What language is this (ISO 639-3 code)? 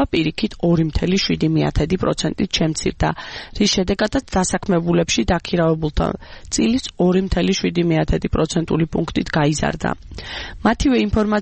kat